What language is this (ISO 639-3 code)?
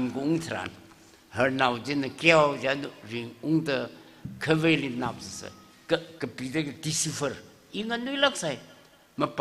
nmf